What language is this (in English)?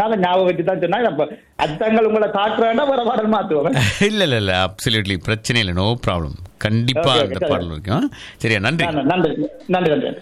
Tamil